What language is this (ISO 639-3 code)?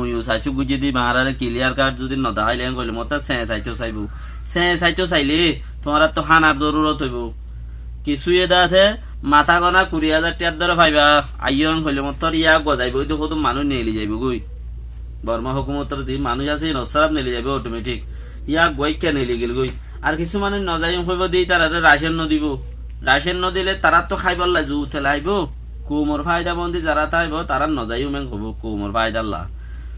rhg